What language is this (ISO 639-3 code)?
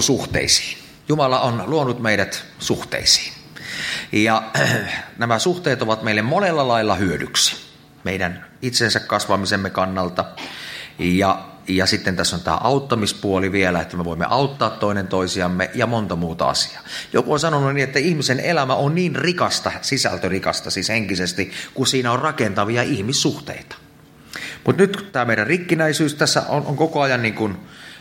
fin